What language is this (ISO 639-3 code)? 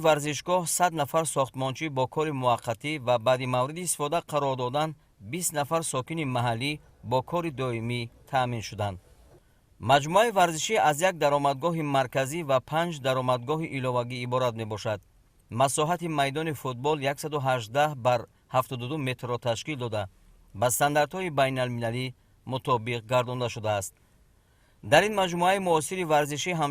tgk